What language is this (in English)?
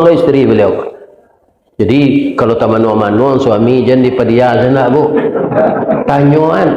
Minangkabau